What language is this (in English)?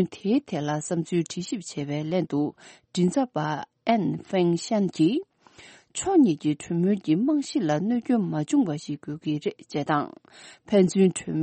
Tibetan